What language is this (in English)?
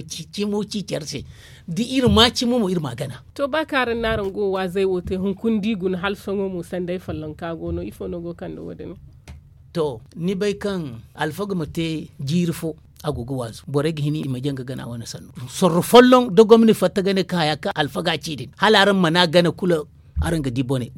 Zarma